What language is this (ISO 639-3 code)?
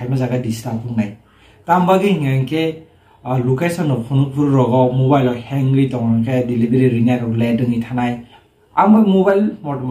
trp